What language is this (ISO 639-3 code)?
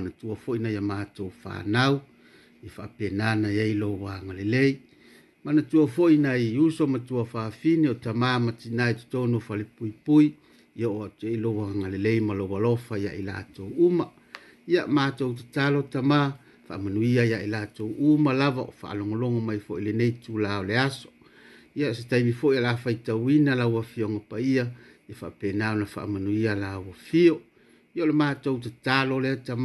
smo